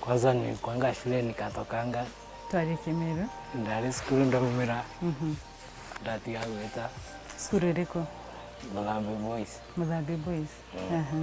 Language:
Meru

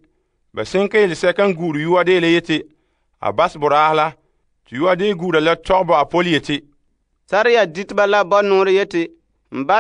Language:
Frafra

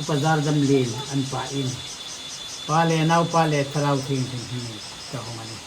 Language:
Hmar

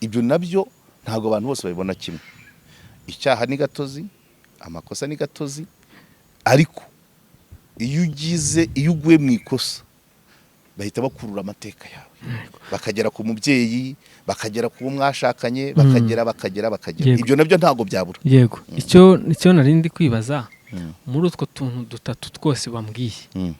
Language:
Kinyarwanda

